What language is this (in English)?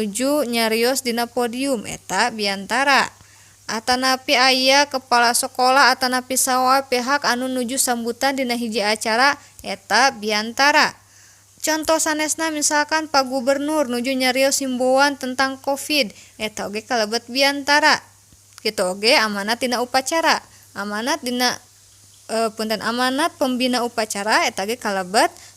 Sundanese